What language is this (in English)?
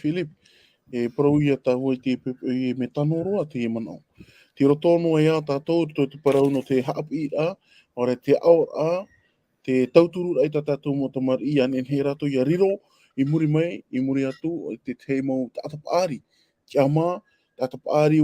Tahitian